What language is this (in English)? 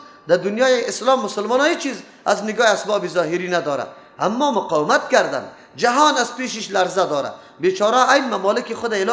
Persian